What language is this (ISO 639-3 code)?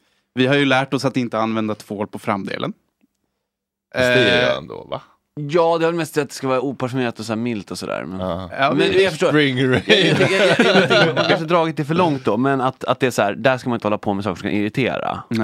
swe